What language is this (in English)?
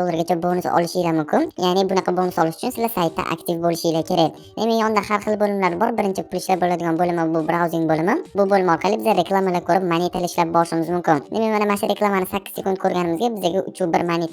Uzbek